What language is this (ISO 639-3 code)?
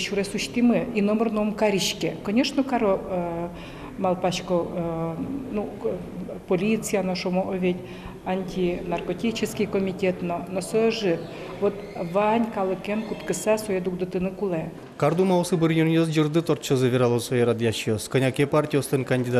udm